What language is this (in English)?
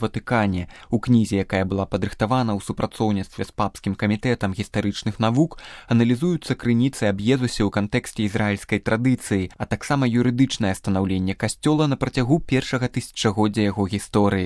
Belarusian